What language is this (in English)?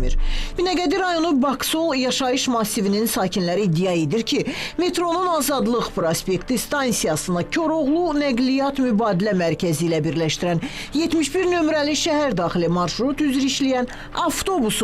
Azerbaijani